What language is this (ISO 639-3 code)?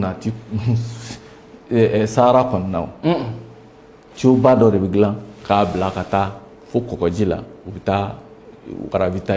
bam